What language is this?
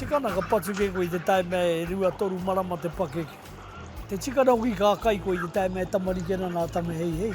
Māori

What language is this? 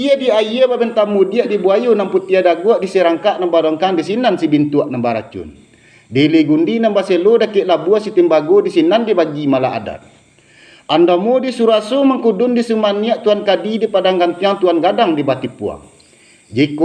Minangkabau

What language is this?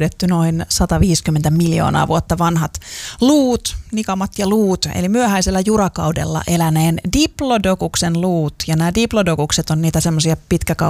Finnish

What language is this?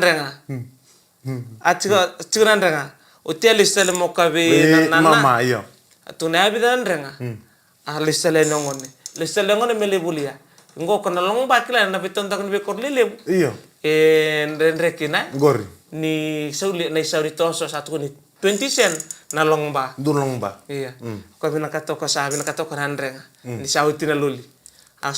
Fijian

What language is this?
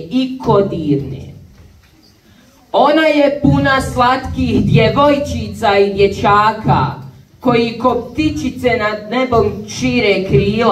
Bosnian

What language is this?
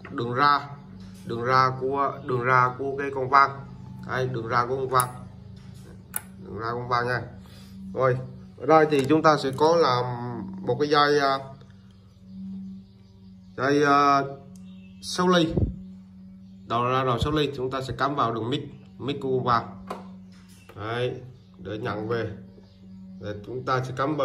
Vietnamese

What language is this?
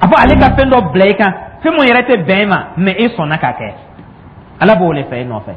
Dyula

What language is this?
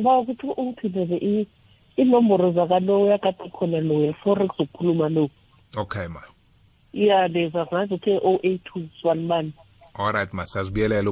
South Ndebele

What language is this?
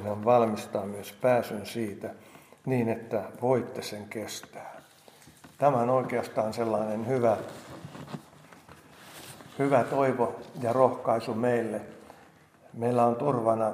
Finnish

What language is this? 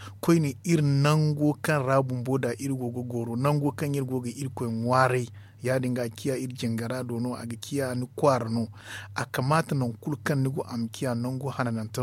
Zarma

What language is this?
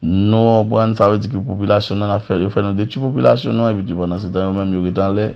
Haitian Creole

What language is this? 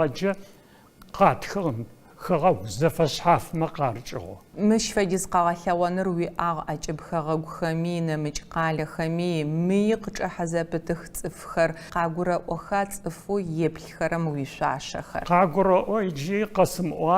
Adyghe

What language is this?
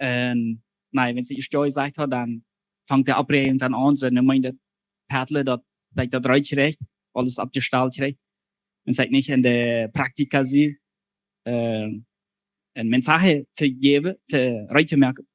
Plautdietsch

